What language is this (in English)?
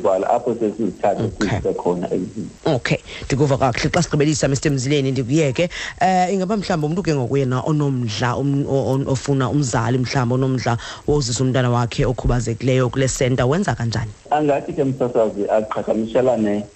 Xhosa